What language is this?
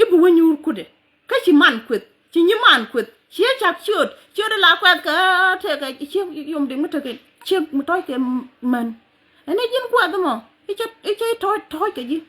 Nuer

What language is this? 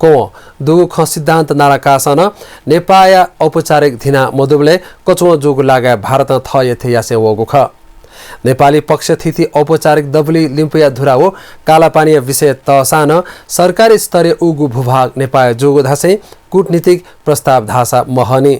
Newari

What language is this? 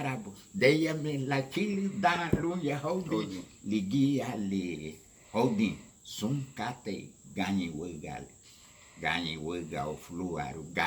Garifuna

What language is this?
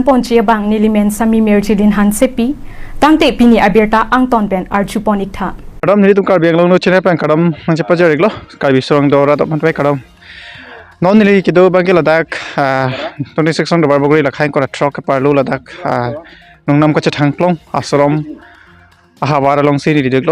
Karbi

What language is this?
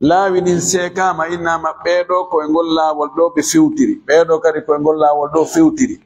Fula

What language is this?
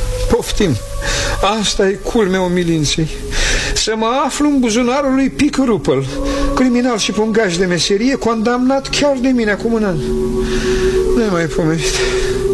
Romanian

